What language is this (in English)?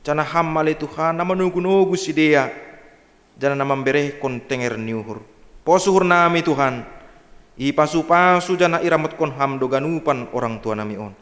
Batak Simalungun